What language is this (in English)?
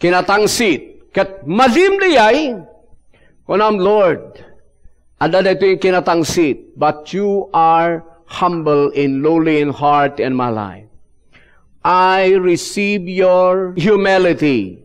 Iloko